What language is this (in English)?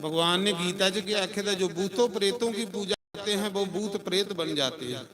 Dogri